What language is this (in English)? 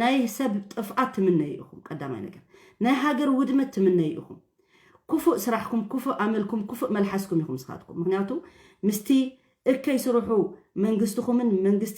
Tigrinya